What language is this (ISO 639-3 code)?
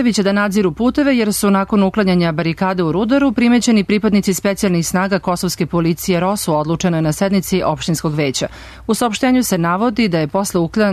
srp